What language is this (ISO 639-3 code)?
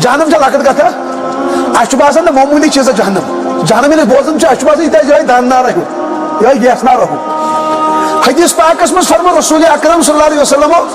kas